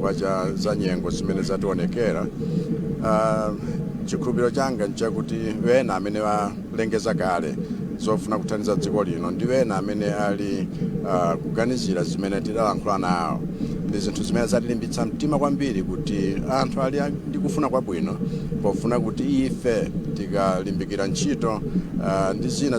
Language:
Nyanja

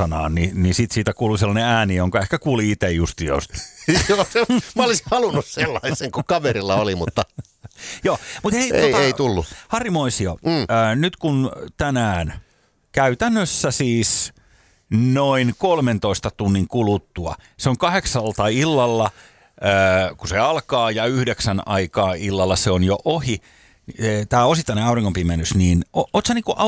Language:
Finnish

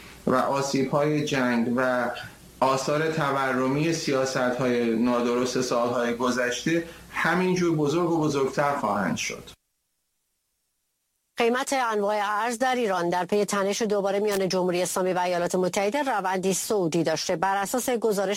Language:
Persian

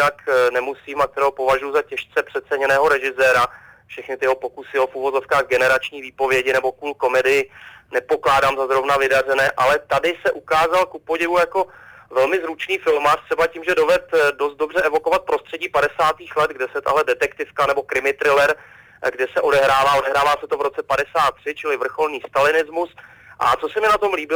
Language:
Czech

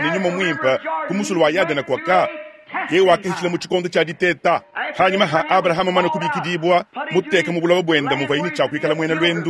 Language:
Luba-Lulua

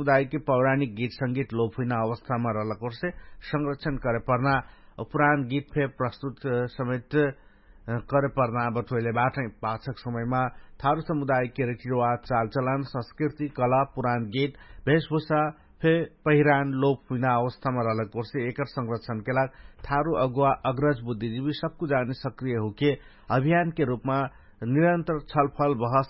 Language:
Dangaura Tharu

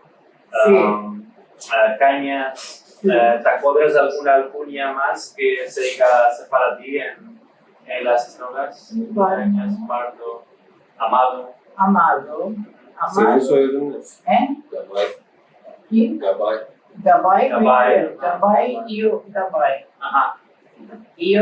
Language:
Ladino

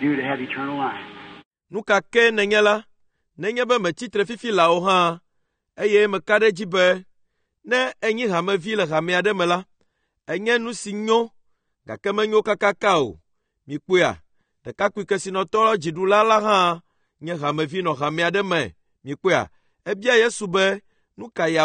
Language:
Ewe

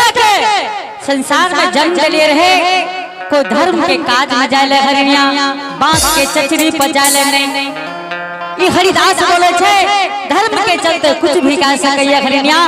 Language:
Angika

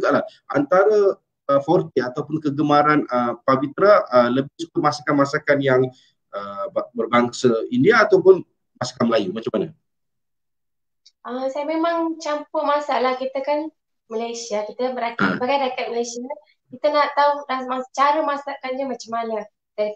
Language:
Malay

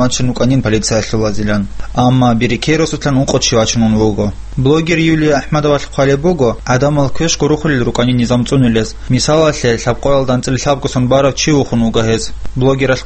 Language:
Avaric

